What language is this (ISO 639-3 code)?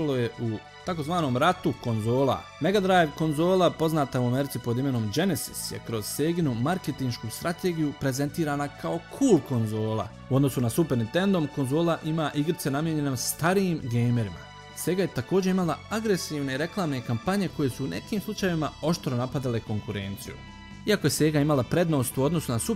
bos